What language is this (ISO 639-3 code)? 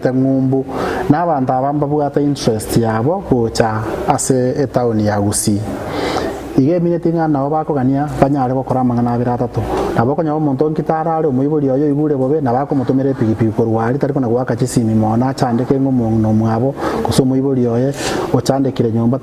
guz